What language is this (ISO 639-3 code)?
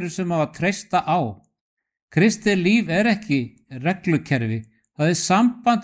isl